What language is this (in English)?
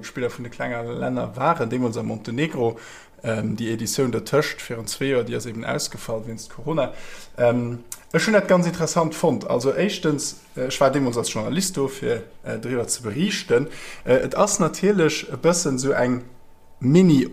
Luxembourgish